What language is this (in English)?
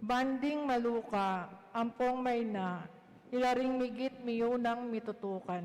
Pampanga